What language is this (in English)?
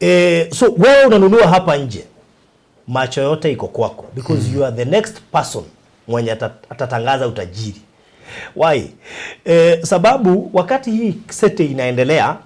Kikuyu